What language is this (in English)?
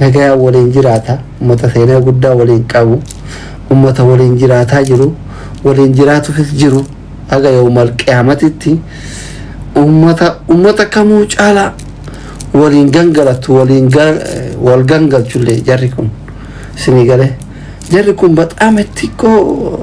Oromo